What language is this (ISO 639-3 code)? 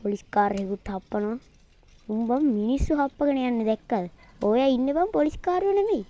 sin